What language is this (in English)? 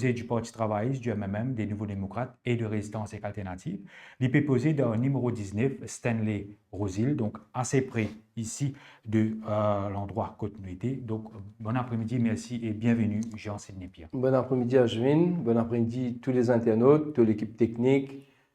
Morisyen